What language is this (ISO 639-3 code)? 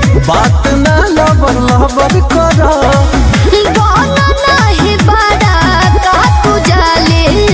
bho